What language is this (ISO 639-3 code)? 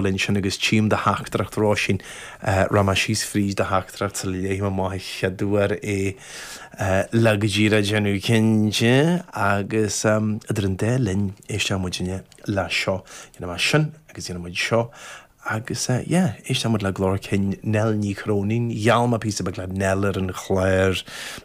gle